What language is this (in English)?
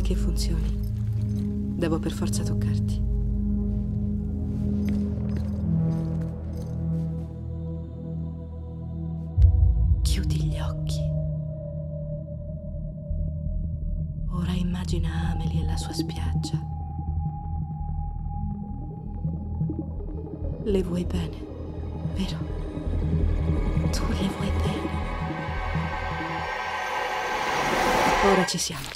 Italian